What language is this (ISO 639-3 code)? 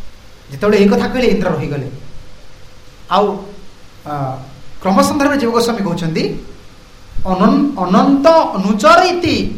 ori